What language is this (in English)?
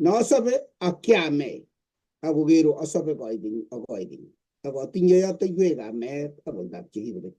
Kalenjin